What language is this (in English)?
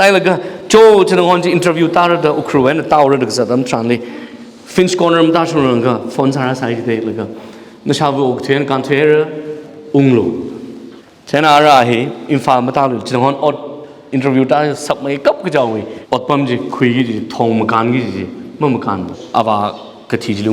Tangkhul Naga (India)